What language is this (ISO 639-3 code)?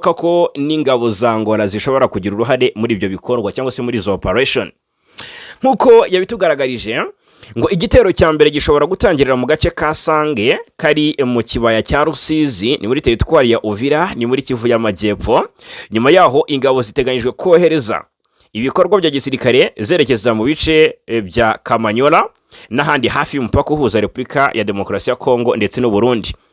kin